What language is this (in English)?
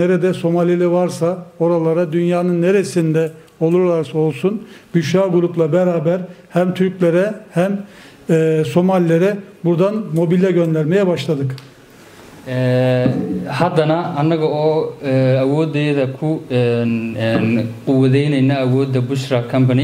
Somali